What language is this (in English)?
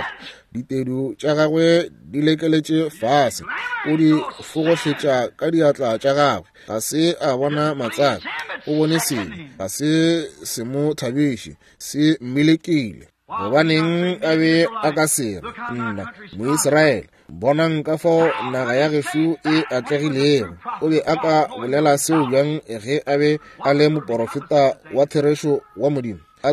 Northern Sotho